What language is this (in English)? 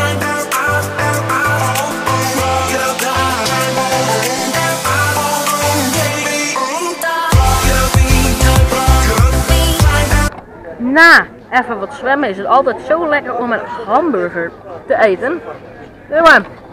Dutch